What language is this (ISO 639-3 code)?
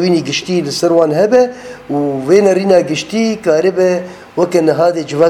kur